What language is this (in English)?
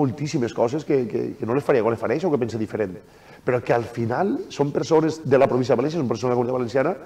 Catalan